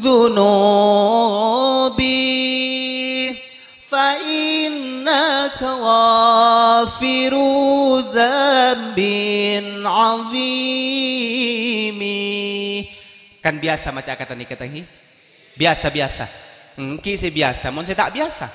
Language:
Madurese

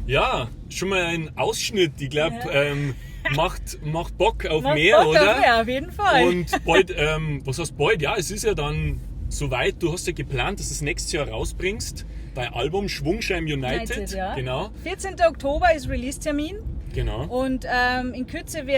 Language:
Bavarian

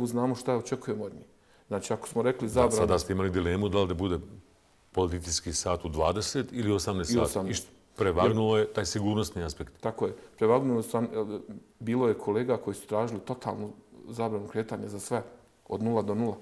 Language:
Bosnian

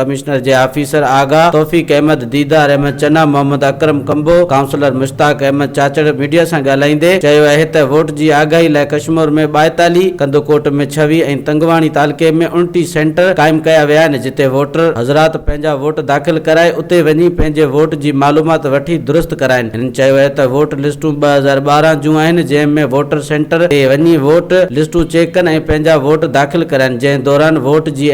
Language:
Sindhi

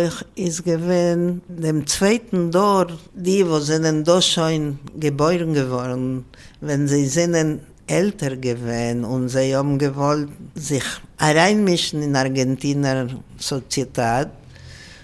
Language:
Swedish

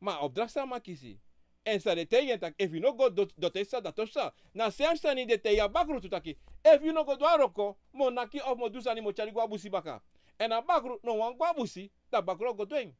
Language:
Sranan Tongo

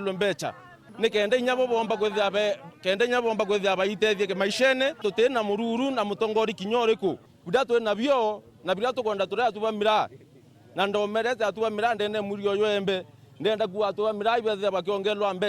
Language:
Meru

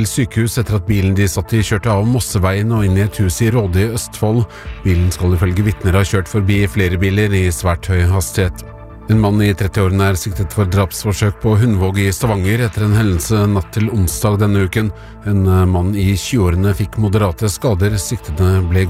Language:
Norwegian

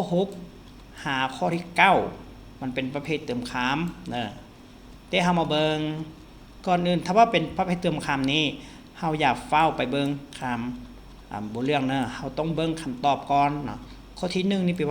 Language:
Lao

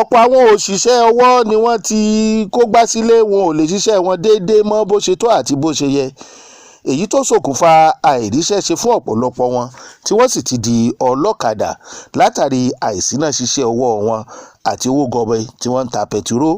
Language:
Yoruba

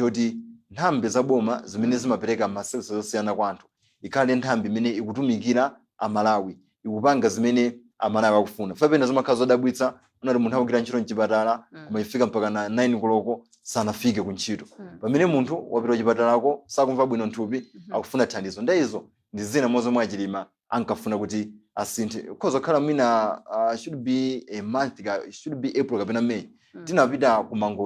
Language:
Nyanja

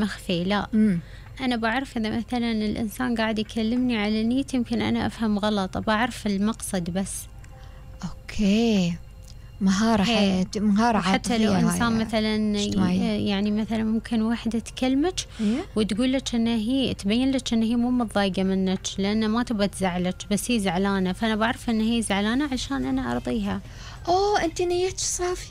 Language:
Gulf Arabic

